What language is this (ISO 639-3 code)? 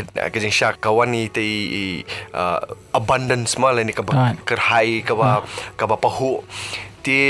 msa